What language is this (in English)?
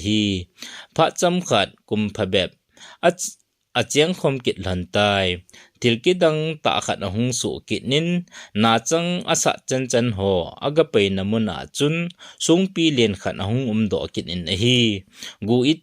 Thado Chin